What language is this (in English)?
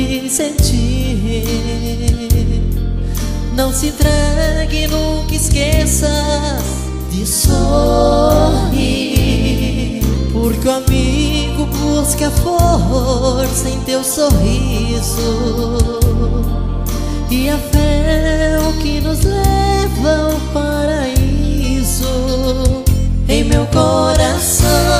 Portuguese